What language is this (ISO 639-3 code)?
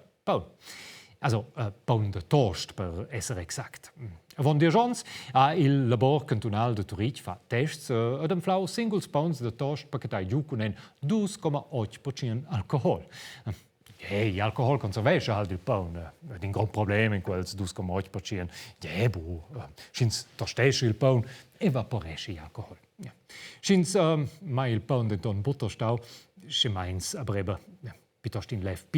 roh